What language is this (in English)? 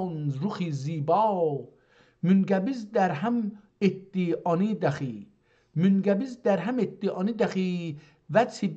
South Azerbaijani